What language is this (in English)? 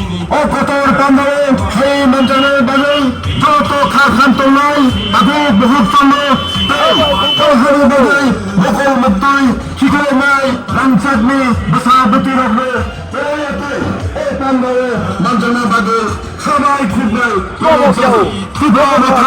Kok Borok